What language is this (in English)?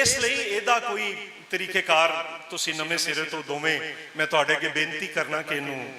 Western Panjabi